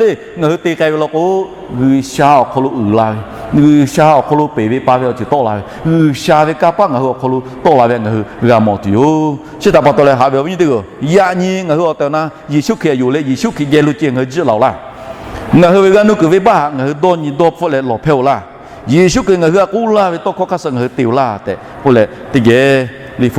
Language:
Lahu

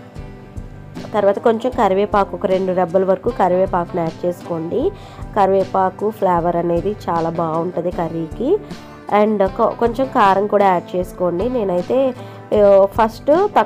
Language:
Telugu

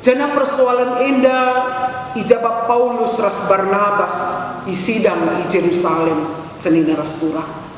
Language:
Batak Karo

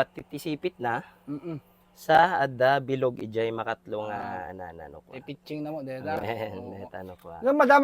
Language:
Iloko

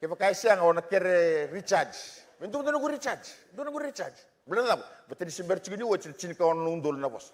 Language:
Fijian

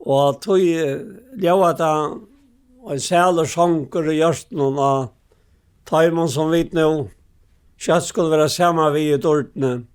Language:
Faroese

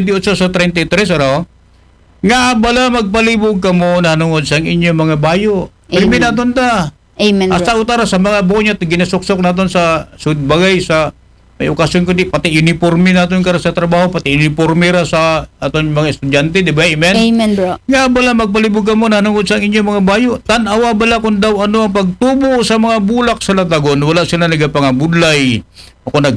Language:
Aklanon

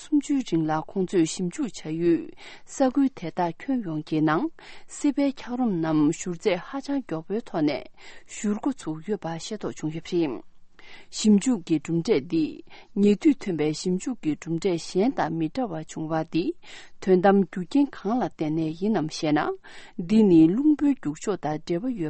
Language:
Tibetan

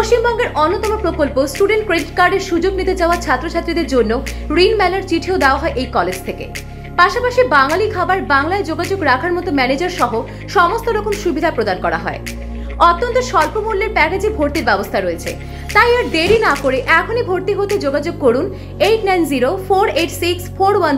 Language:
Bangla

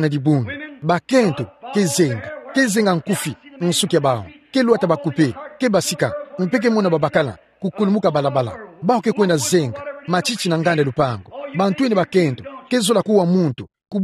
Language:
Kituba (Democratic Republic of Congo)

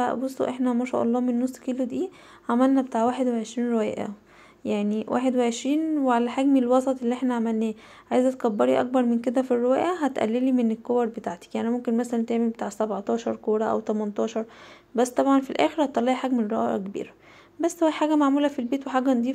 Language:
Egyptian Arabic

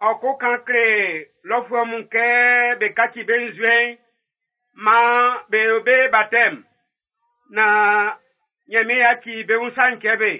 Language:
Baoulé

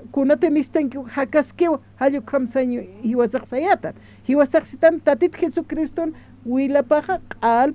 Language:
Aymara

